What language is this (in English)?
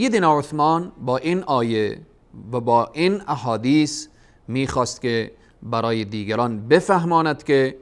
Persian